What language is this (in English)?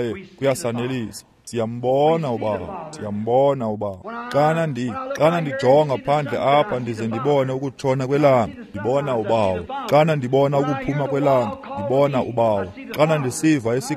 Xhosa